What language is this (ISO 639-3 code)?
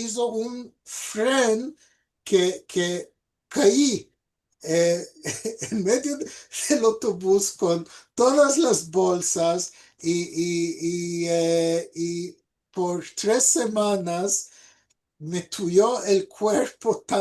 lad